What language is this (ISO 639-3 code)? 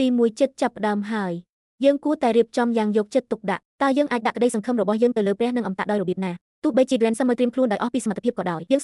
khm